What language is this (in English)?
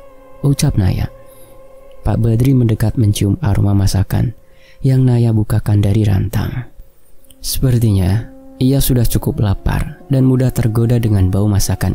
Indonesian